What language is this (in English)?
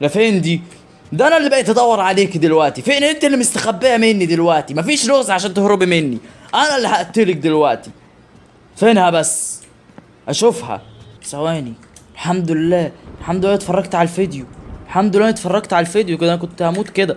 Egyptian Arabic